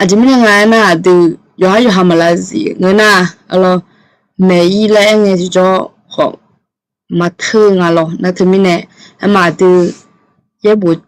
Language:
Akha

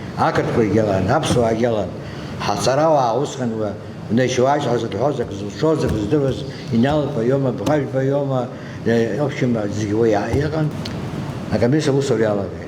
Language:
Abkhazian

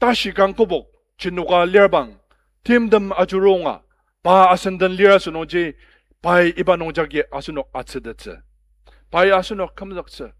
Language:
Ao Naga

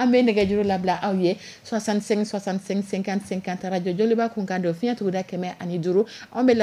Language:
Dyula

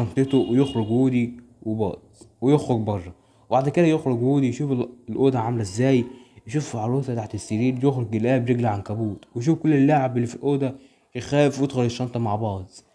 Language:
Egyptian Arabic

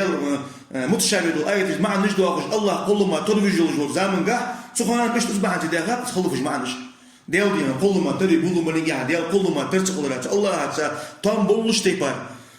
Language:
Ingush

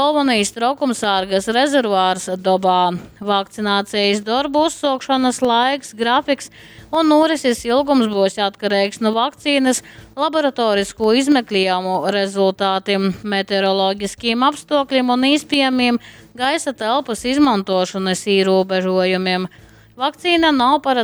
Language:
Latgalian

